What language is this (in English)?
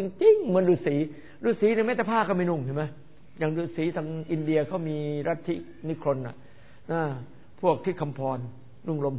Thai